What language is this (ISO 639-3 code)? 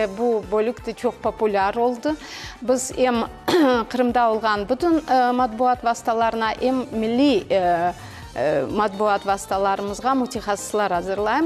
crh